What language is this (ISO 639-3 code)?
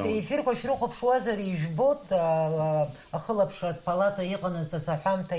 abk